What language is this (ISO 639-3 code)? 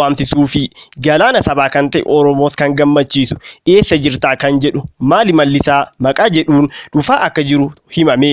orm